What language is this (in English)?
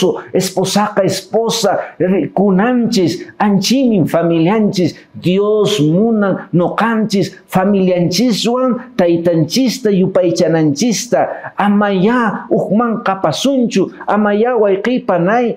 Quechua